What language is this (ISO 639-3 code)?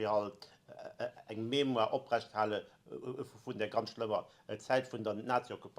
ltz